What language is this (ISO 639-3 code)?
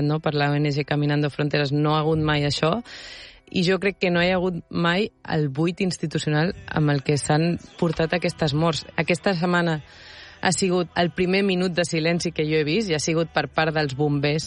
cat